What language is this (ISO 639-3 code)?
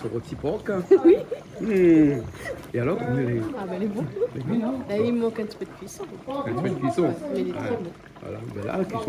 rcf